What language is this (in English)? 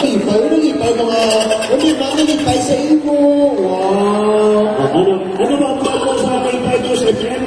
Hiligaynon